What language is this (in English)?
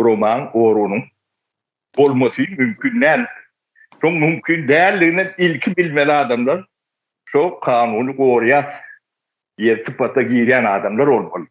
Turkmen